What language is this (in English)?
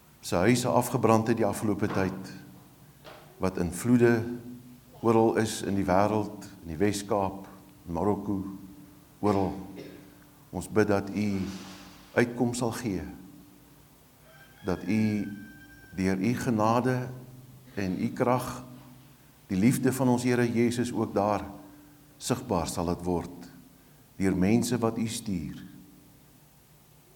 Afrikaans